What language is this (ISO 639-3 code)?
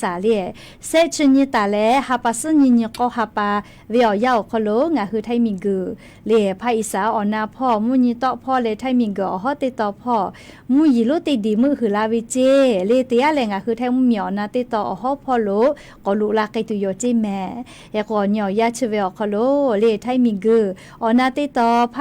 lhu